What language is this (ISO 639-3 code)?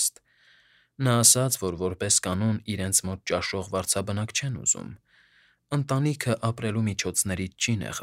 hye